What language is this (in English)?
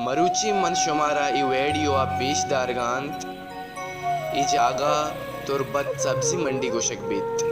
Baluchi